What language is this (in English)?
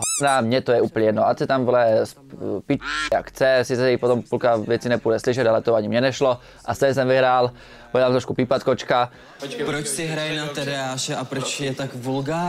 Czech